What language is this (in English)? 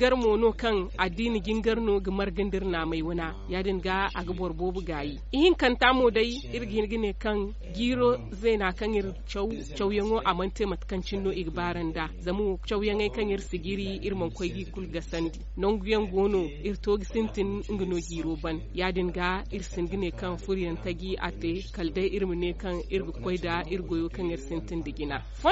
Zarma